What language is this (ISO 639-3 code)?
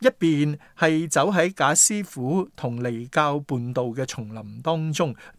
yue